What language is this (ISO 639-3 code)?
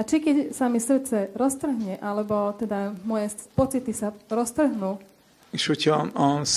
slk